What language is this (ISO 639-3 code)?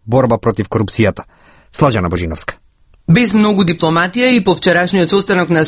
mkd